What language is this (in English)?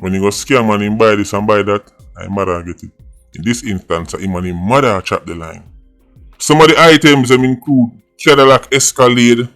Jamaican Creole English